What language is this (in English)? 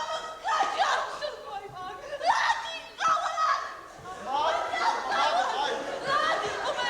Ossetic